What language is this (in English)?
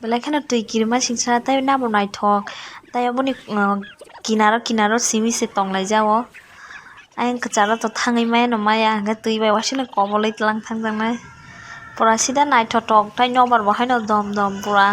Kok Borok